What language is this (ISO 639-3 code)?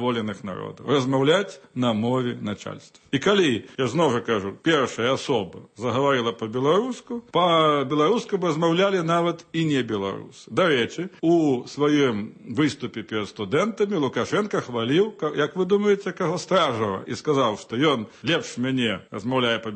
bel